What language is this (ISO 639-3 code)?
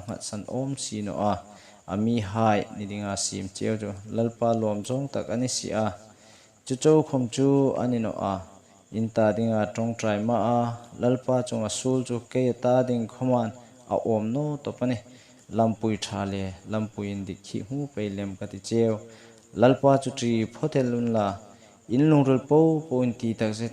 hmr